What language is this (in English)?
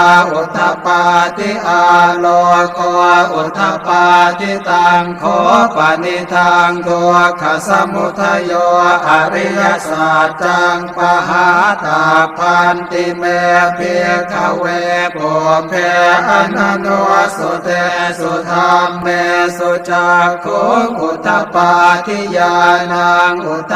Pali